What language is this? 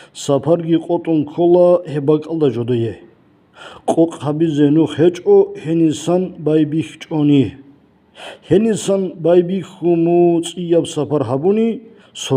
Avaric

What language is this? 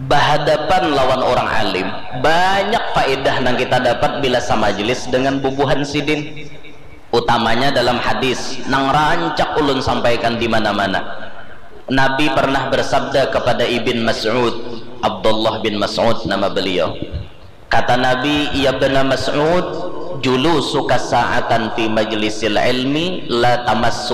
Banjar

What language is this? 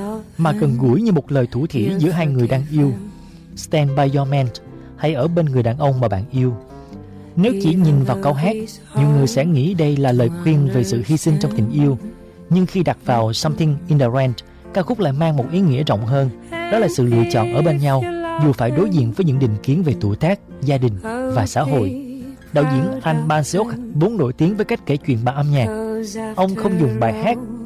Vietnamese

